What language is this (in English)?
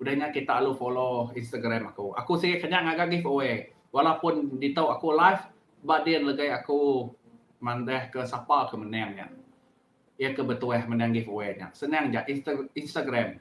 Iban